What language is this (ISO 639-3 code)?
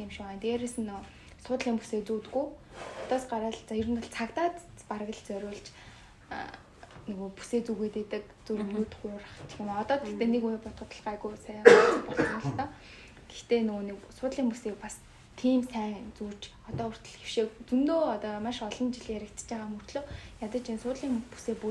mon